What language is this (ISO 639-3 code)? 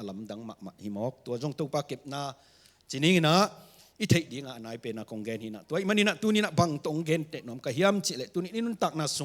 ctd